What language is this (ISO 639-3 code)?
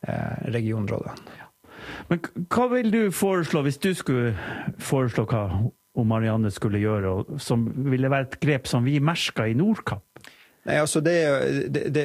nor